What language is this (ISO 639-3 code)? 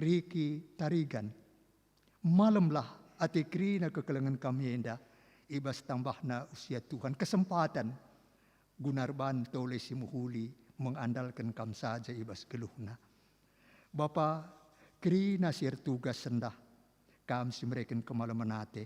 btx